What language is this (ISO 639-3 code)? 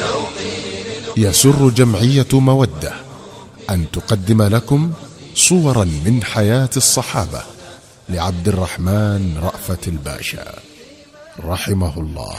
ara